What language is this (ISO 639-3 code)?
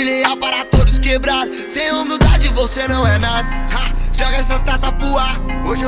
por